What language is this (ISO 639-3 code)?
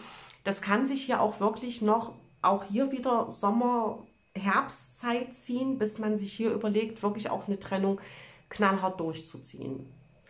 deu